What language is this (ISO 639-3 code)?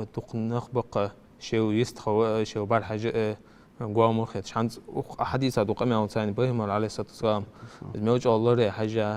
inh